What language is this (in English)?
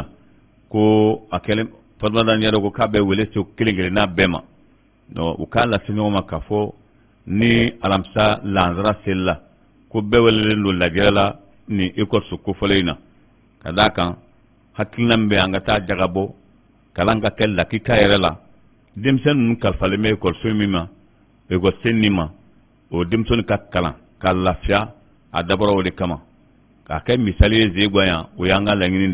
Bambara